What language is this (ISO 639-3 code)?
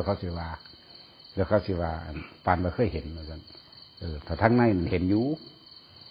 tts